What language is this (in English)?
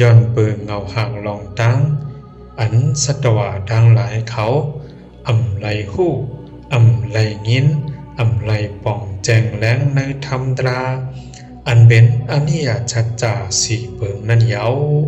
Shan